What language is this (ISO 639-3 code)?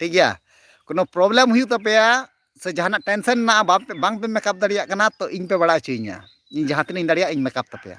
sat